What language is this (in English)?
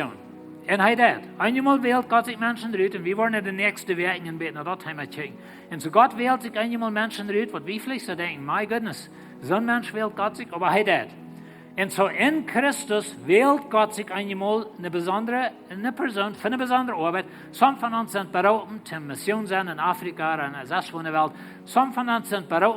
Plautdietsch